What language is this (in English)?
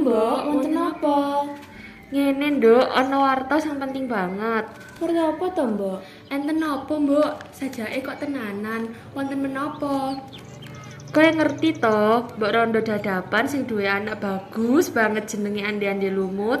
Javanese